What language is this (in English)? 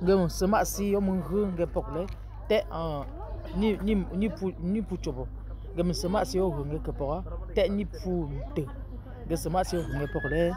Yemba